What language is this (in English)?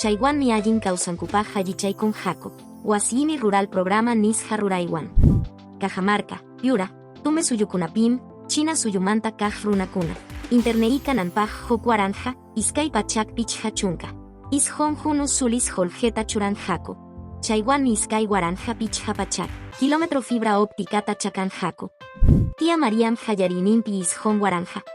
Quechua